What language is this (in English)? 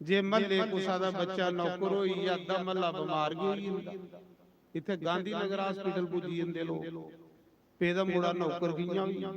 Dogri